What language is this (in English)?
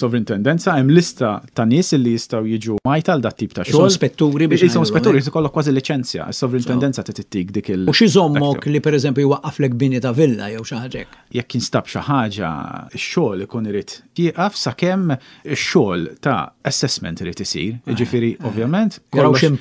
Maltese